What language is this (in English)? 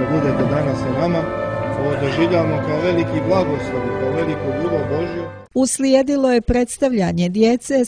Serbian